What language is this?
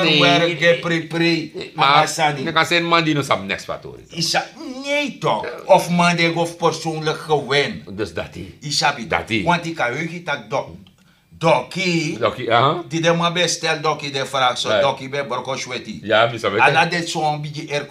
Sranan Tongo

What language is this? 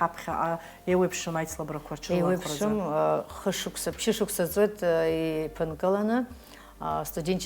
Abkhazian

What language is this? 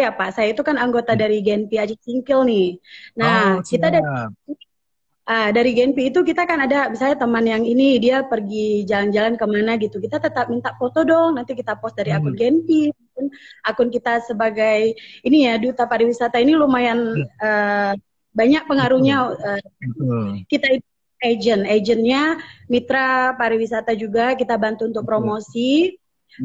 Indonesian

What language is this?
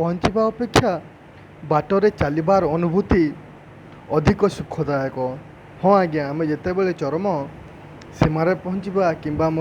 Odia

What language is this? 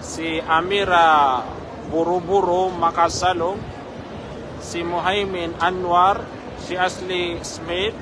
Maranao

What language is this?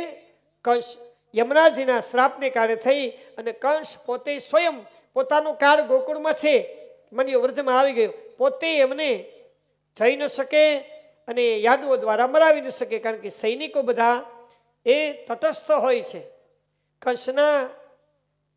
Gujarati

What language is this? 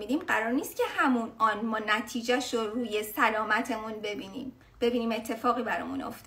Persian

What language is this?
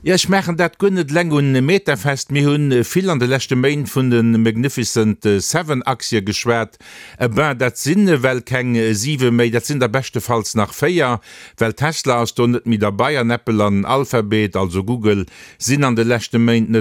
Luxembourgish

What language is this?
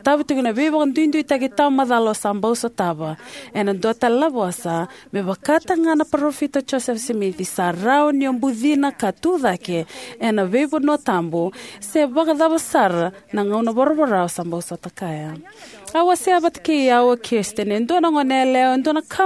Fijian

